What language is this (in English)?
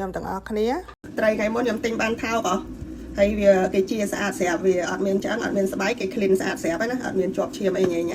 Khmer